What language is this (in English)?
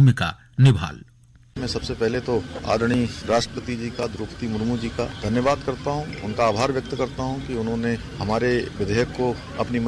Garhwali